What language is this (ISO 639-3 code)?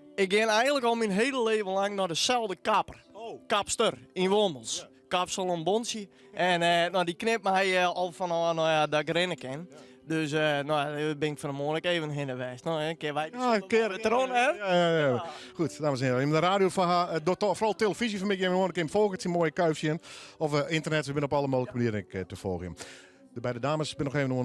fry